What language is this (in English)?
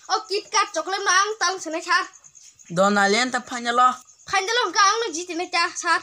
Kok Borok